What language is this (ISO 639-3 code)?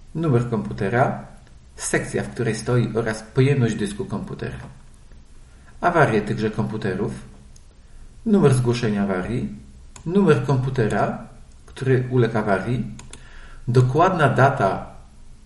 pol